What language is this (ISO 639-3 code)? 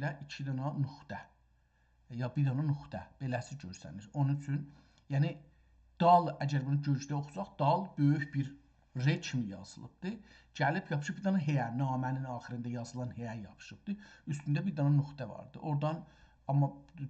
azb